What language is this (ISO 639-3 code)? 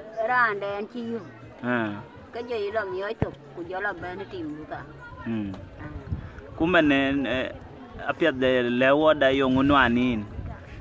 din